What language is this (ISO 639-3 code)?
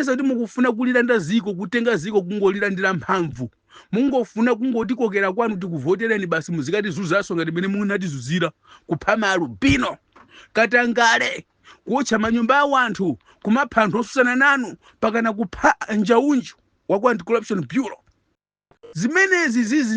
nya